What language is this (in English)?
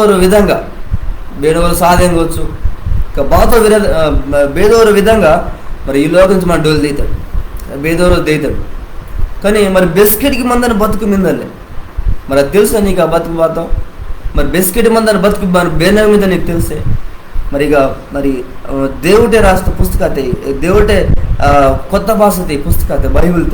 Koya